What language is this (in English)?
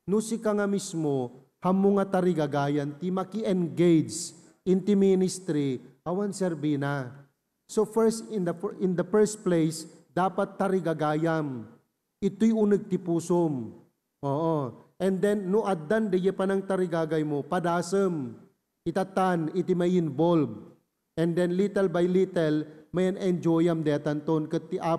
Iloko